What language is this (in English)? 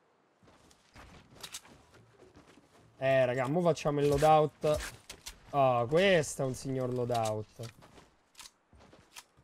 Italian